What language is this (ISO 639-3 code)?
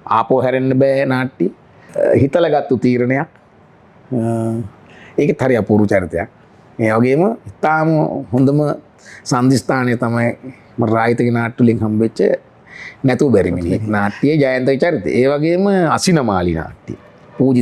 sin